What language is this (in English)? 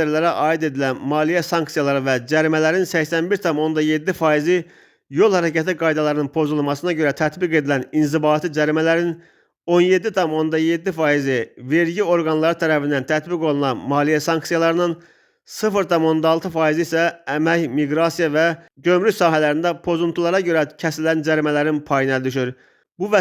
Azerbaijani